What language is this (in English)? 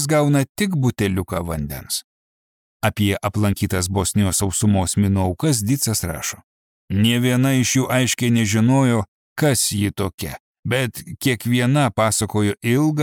Lithuanian